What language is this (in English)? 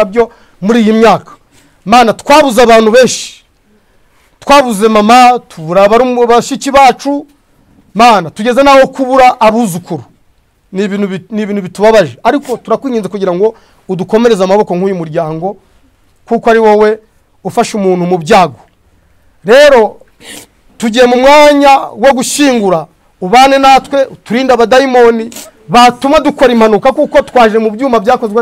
Kinyarwanda